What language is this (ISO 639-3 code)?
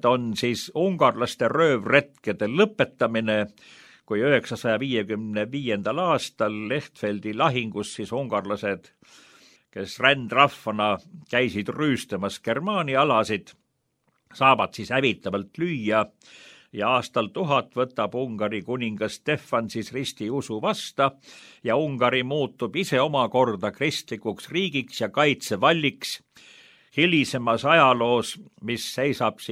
est